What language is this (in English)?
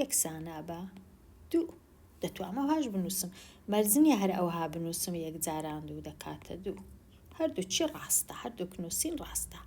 Central Kurdish